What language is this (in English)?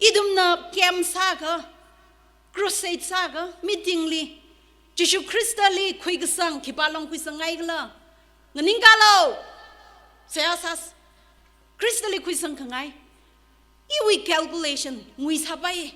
Tangkhul Naga (India)